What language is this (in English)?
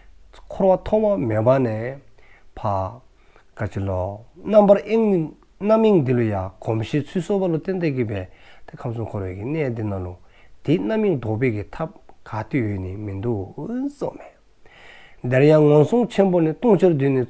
Dzongkha